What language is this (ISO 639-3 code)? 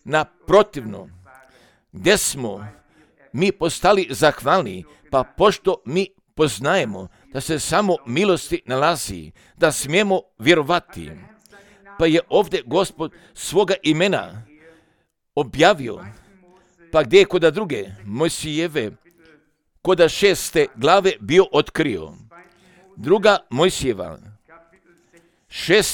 hrv